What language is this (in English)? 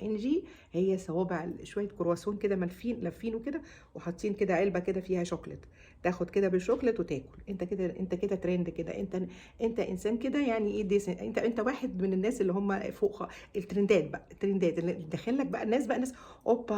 Egyptian Arabic